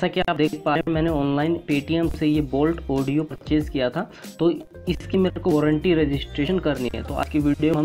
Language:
Hindi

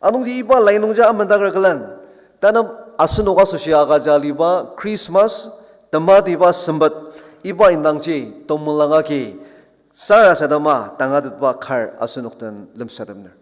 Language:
Ao Naga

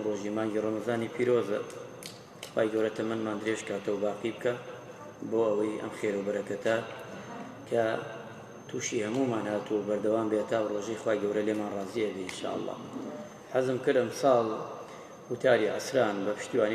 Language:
Central Kurdish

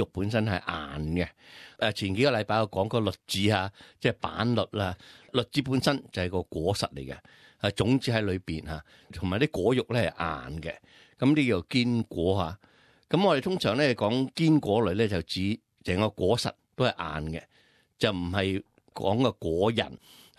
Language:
Cantonese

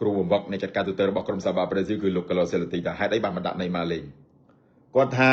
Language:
Khmer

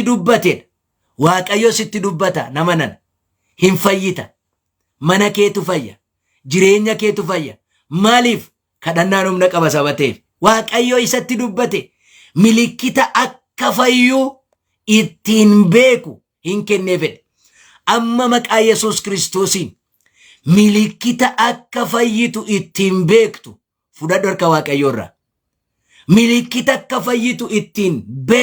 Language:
Oromo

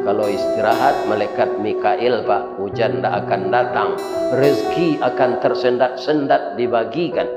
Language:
Minangkabau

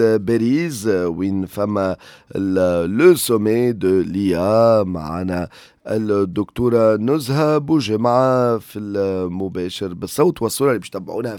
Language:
Tunisian Arabic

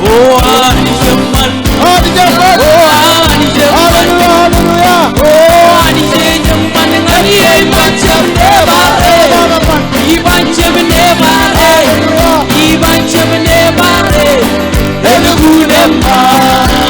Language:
Marshallese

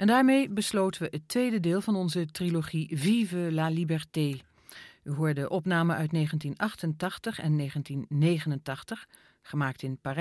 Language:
Dutch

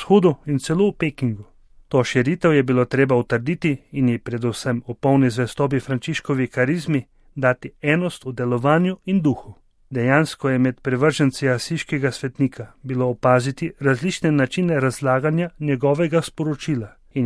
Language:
Slovenian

